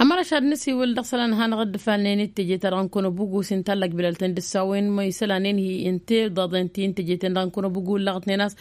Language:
Tamasheq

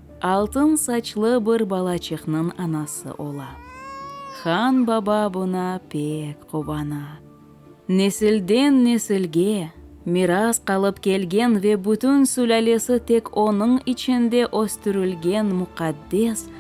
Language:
Crimean Tatar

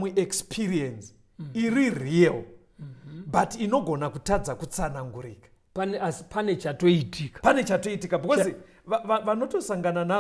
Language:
Shona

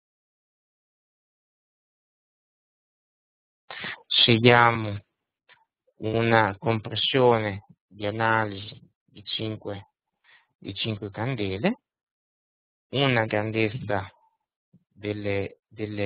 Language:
Italian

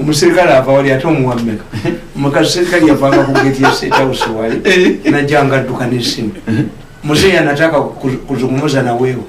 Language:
Ganda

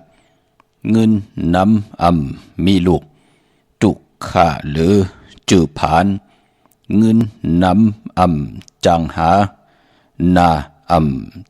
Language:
Shan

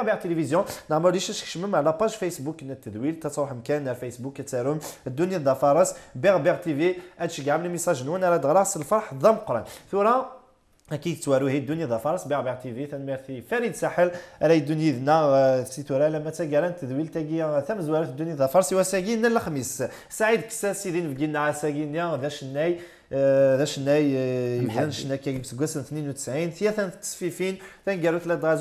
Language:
Kabyle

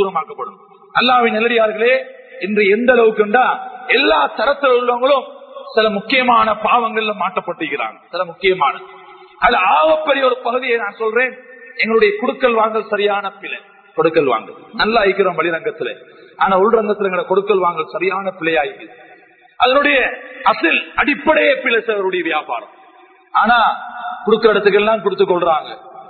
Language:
Tamil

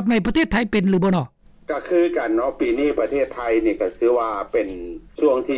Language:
Lao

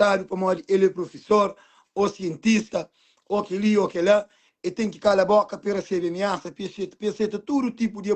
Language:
Kabuverdianu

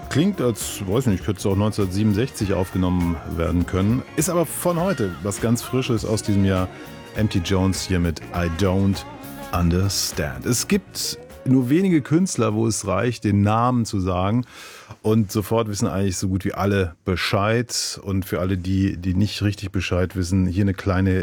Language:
German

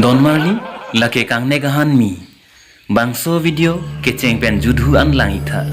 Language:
Karbi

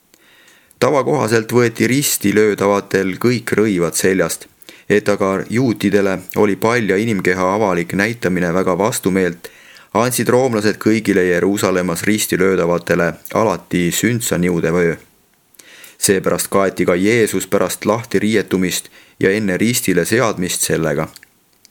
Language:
Estonian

